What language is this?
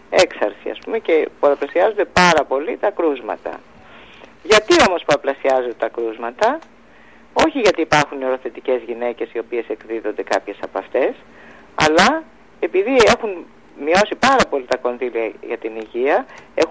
Greek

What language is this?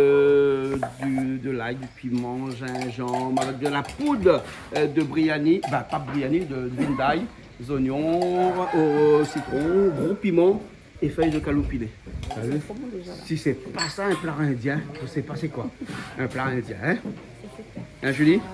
Réunion Creole French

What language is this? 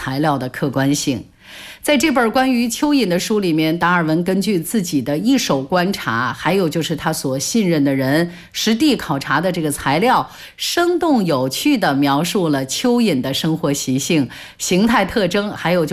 Chinese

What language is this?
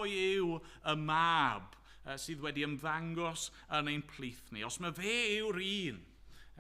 Welsh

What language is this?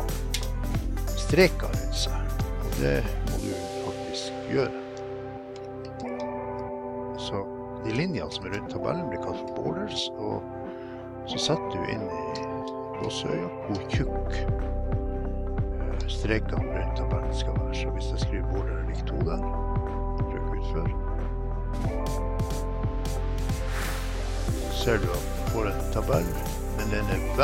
Norwegian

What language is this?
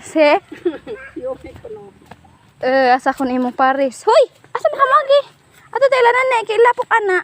Cebuano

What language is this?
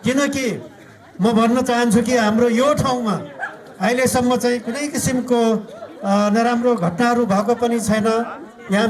Nepali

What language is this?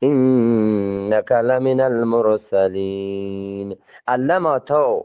Eastern Balochi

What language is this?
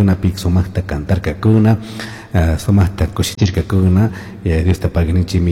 Chimborazo Highland Quichua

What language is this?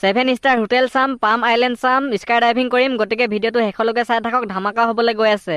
Assamese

